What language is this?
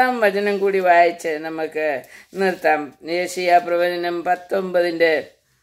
Malayalam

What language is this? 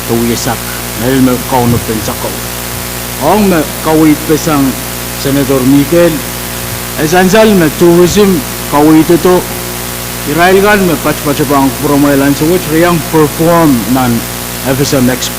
Pohnpeian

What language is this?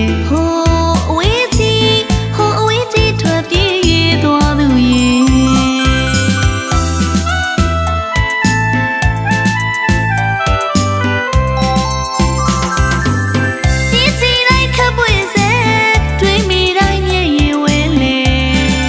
Burmese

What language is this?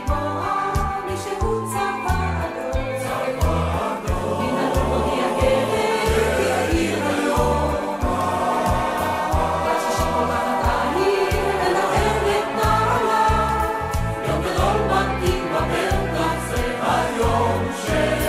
Hebrew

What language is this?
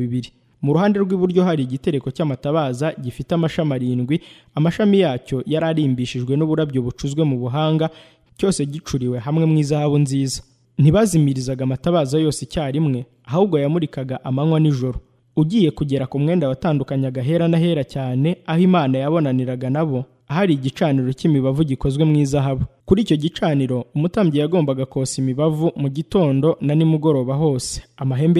Kinyarwanda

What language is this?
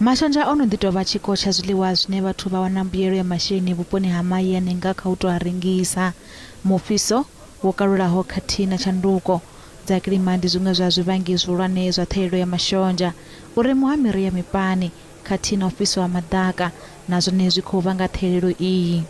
Venda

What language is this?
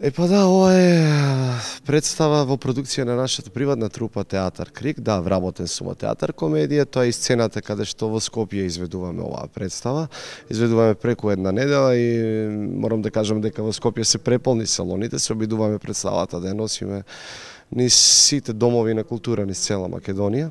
Macedonian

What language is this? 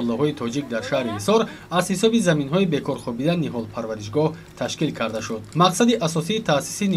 Tajik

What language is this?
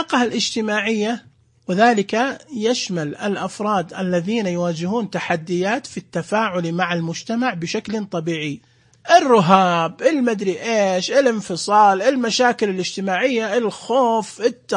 Najdi Arabic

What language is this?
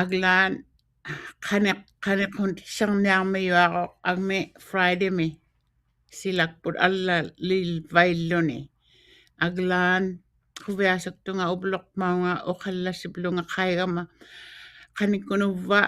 Western Canadian Inuktitut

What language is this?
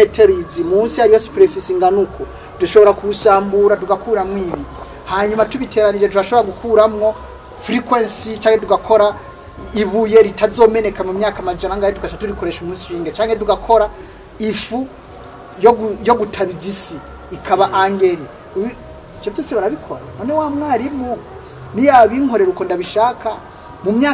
Rundi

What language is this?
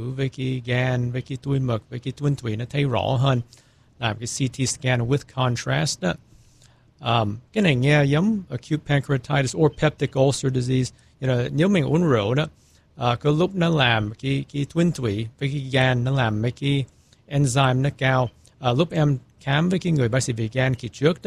Vietnamese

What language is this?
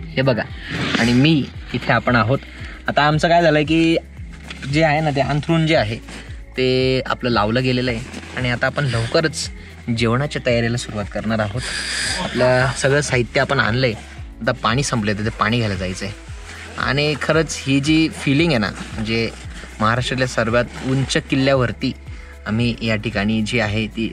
Marathi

